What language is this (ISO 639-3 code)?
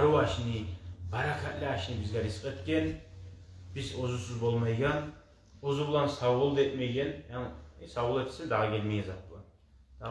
kum